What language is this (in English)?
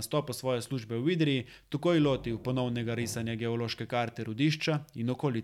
Slovenian